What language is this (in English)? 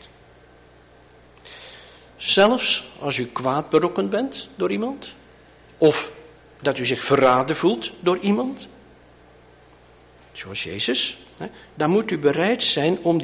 Dutch